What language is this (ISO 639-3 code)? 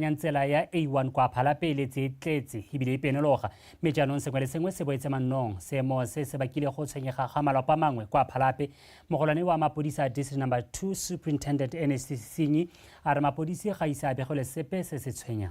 tsn